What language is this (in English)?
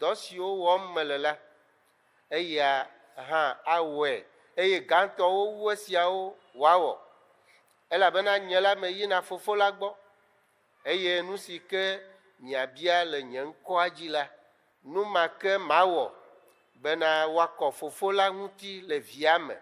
Ewe